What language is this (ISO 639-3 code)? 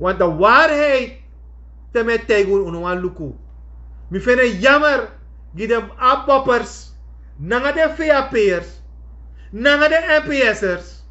srn